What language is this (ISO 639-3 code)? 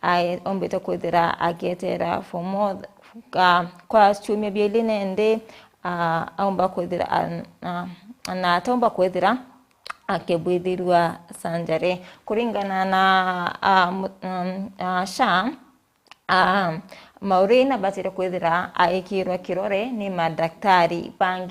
mer